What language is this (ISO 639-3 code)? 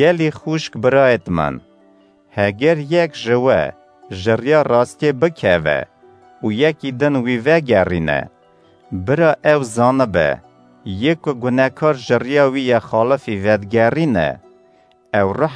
kur